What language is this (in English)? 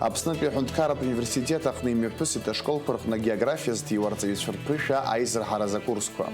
Abkhazian